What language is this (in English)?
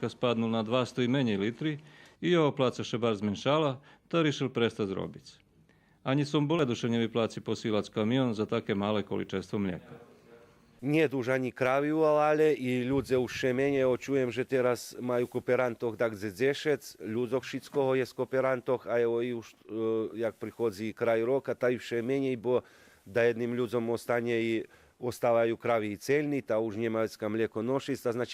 Rusyn